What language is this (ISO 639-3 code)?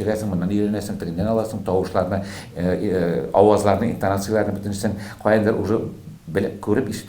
tat